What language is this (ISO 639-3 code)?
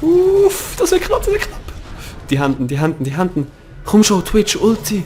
gsw